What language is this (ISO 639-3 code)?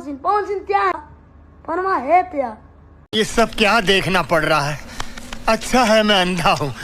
bho